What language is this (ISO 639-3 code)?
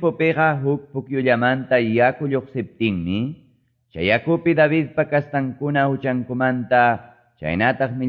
que